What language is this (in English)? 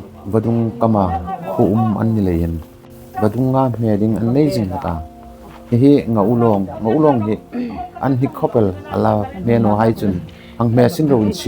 Hmar